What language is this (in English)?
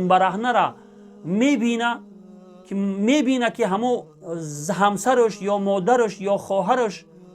Tajik